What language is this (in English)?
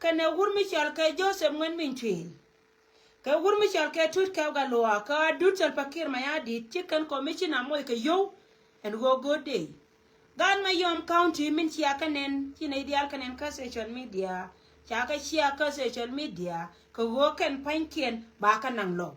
Nuer